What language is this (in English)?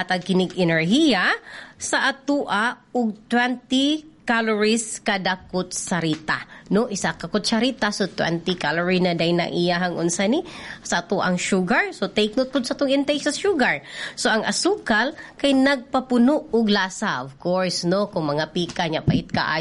Cebuano